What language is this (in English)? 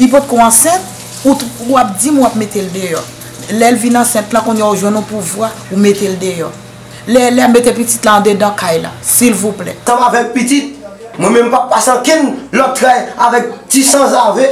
Haitian Creole